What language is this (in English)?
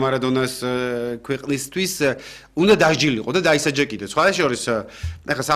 Georgian